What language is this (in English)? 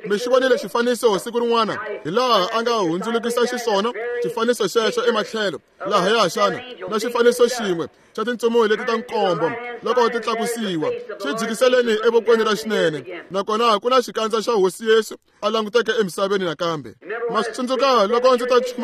Tsonga